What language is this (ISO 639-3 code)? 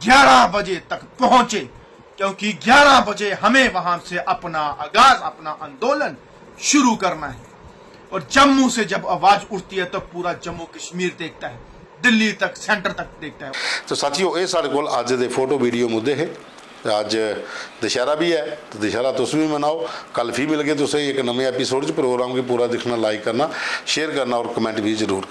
doi